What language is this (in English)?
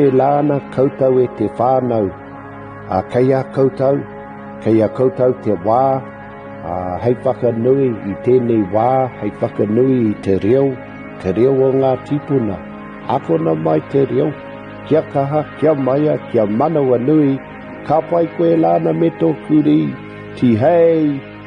Māori